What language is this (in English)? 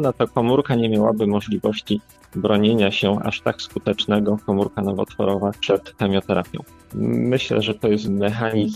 Polish